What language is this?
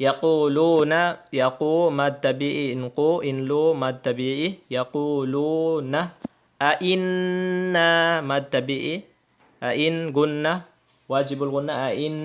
Tausug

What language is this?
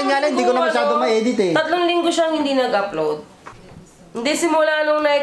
Filipino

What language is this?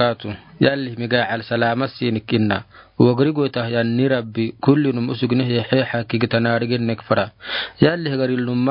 Afar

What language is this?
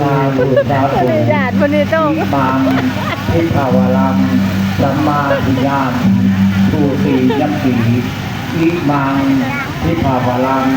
Pali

